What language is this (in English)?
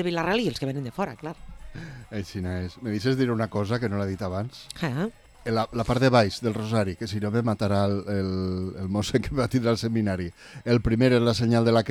Catalan